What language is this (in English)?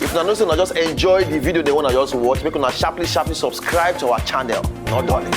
Nigerian Pidgin